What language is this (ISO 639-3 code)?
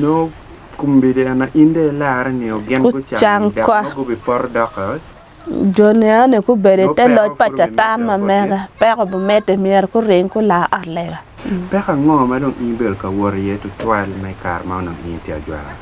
ach